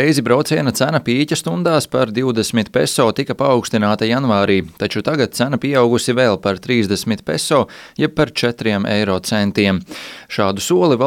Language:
Latvian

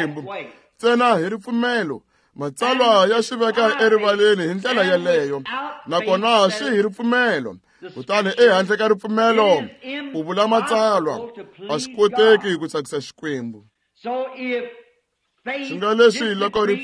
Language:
Tsonga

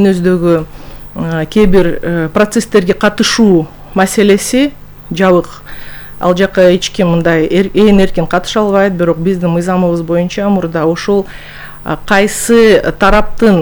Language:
Kyrgyz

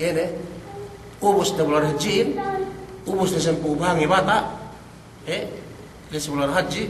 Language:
Yakan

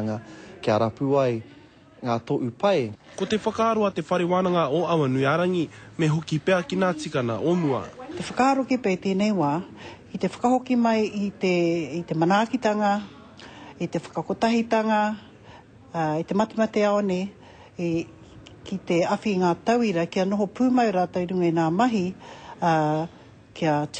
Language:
Māori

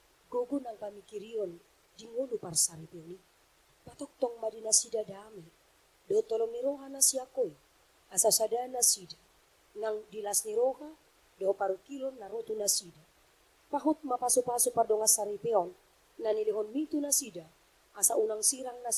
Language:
Batak Toba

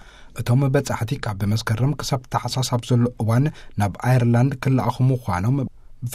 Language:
Tigrinya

